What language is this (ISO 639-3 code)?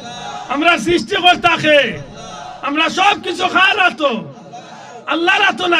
syl